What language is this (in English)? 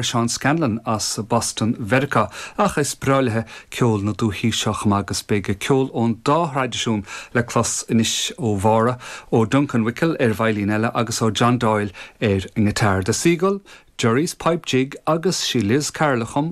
Irish